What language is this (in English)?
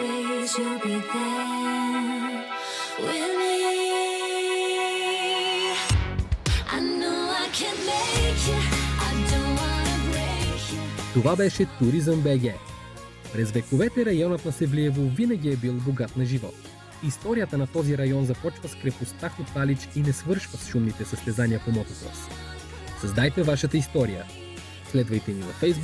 Bulgarian